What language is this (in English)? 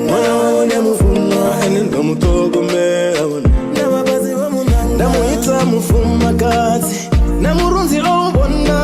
Venda